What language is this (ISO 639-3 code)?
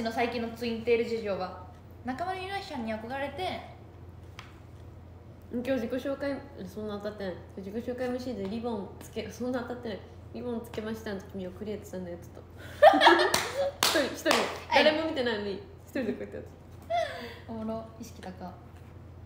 jpn